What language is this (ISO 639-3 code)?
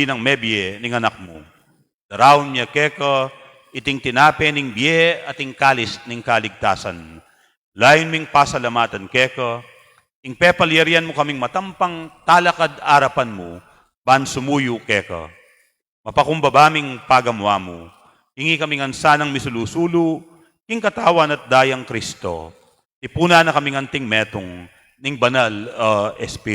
pam